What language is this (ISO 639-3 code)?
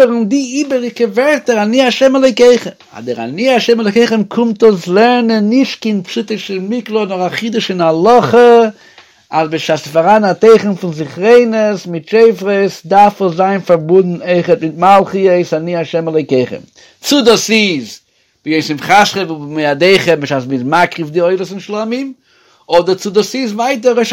yid